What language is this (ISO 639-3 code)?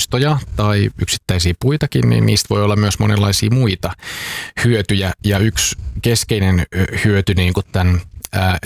fin